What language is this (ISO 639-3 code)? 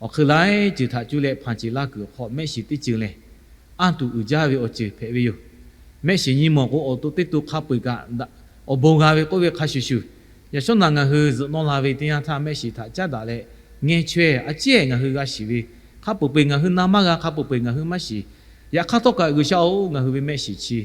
lhu